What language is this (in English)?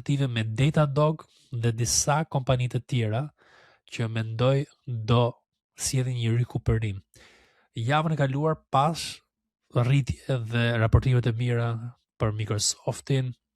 Albanian